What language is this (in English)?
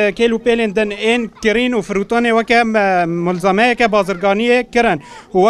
Kurdish